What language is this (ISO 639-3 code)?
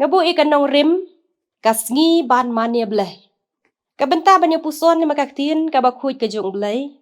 kha